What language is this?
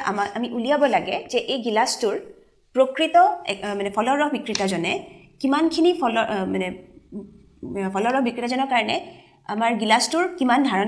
Assamese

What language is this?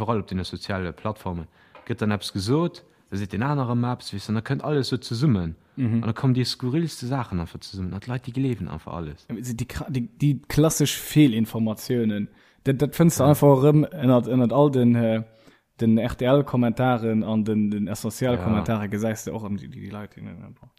Luxembourgish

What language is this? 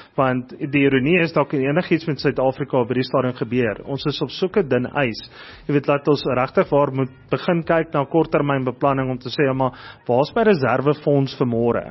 Afrikaans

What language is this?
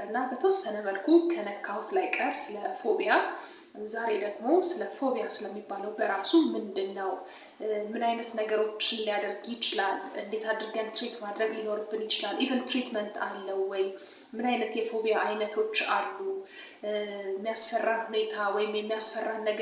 Amharic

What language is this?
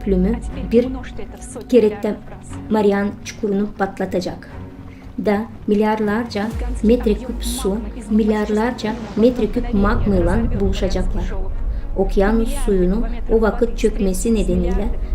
Gagauz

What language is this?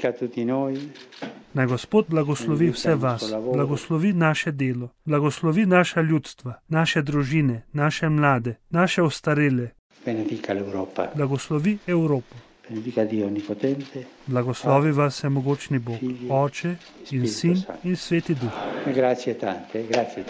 Slovenian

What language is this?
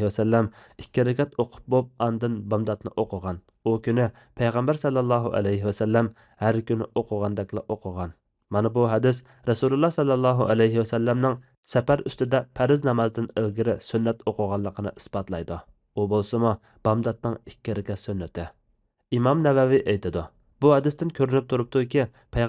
Uyghur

